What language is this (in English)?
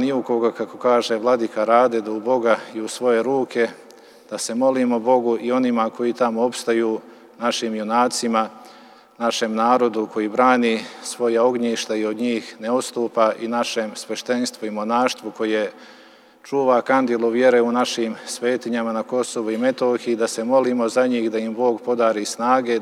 Serbian